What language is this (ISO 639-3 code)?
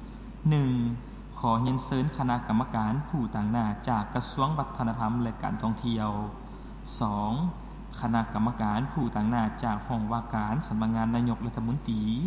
lao